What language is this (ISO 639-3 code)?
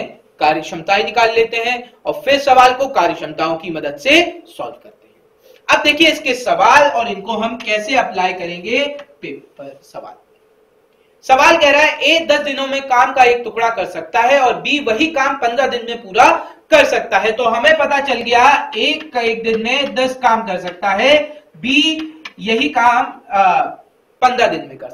hin